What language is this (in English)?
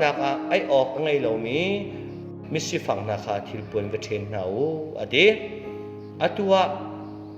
Hakha Chin